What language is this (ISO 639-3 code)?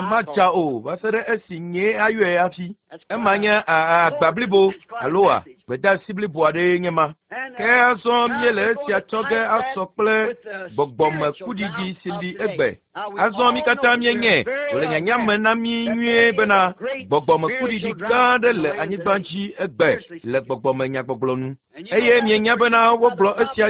ewe